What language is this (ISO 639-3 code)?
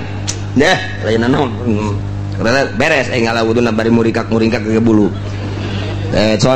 sun